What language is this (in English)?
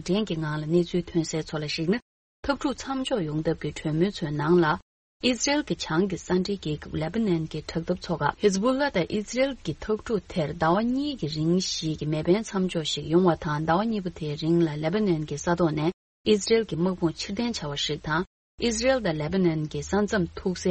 Tibetan